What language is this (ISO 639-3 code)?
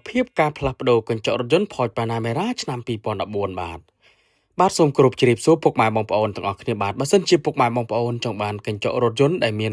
khm